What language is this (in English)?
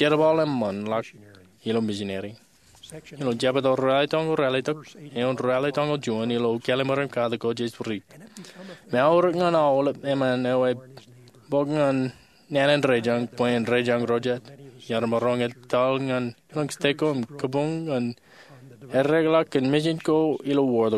Marshallese